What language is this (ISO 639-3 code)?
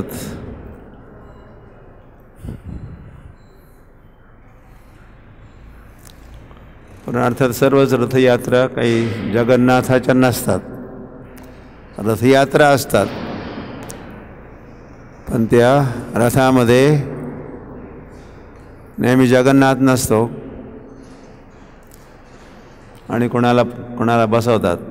mar